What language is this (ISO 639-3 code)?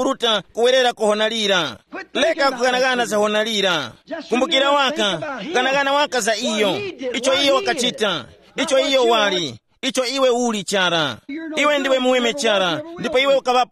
tum